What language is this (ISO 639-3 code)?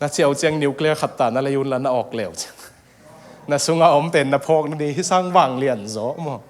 ctd